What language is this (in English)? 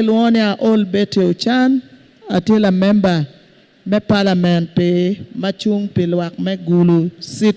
Acoli